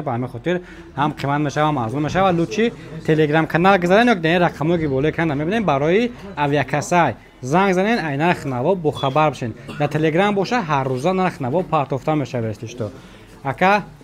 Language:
Tajik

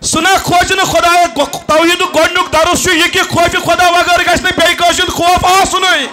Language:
Kashmiri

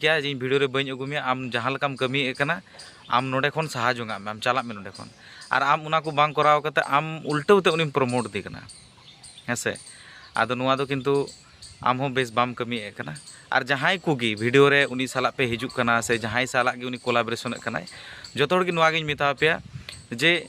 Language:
Santali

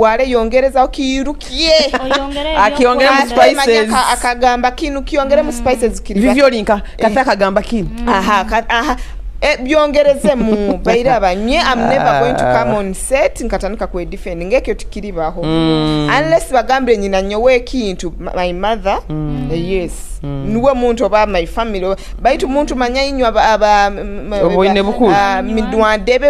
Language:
Nyoro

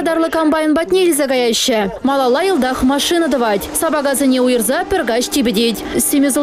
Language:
Chuvash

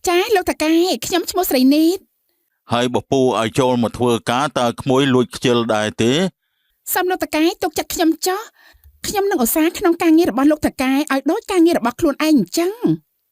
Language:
Khmer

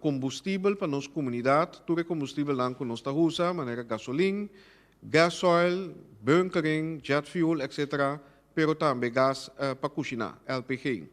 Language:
Papiamento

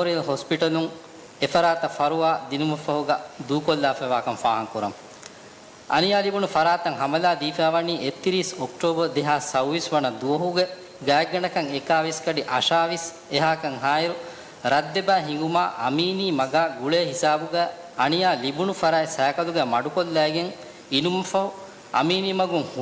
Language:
Divehi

